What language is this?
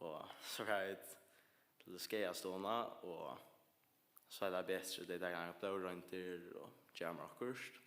Faroese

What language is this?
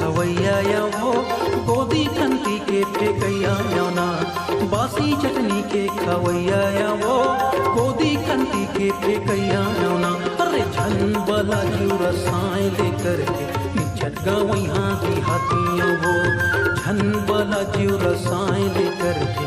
Chhattisgarhi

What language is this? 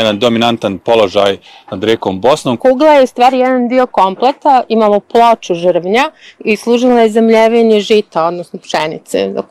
Bosnian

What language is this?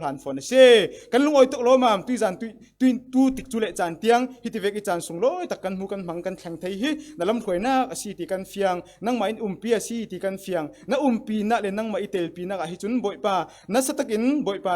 Falam Chin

